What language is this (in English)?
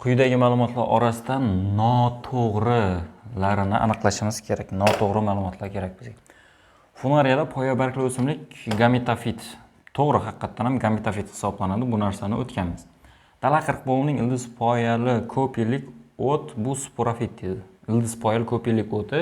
Uzbek